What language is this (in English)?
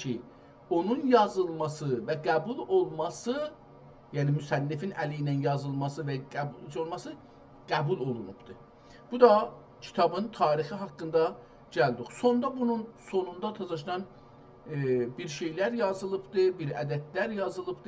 South Azerbaijani